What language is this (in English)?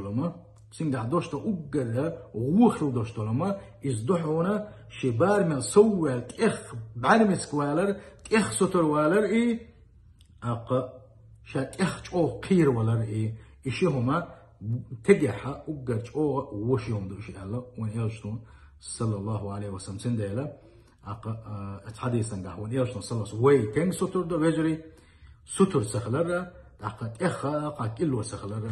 Chechen